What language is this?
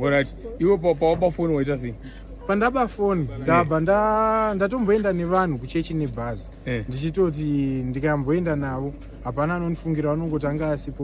Shona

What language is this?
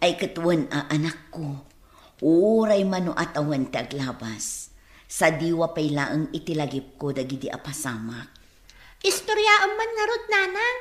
Iloko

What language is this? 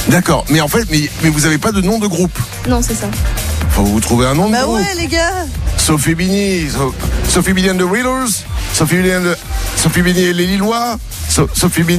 French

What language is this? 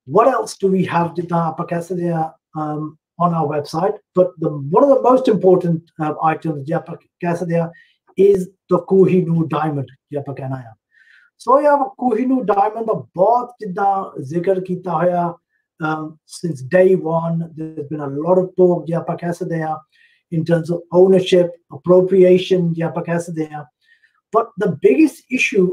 Punjabi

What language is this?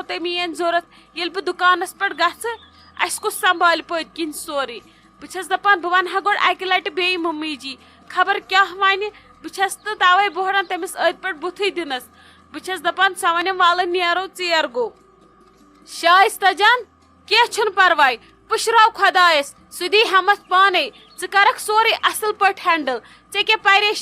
Kashmiri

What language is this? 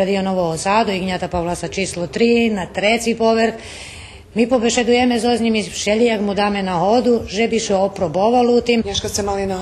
Rusyn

